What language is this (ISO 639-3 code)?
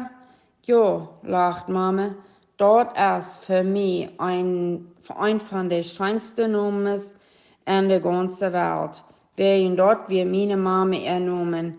pdt